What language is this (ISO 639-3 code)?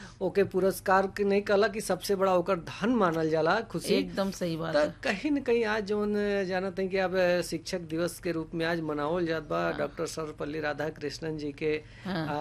bho